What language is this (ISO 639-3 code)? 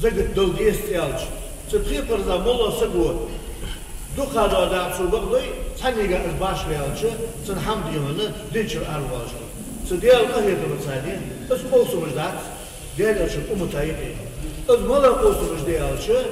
inh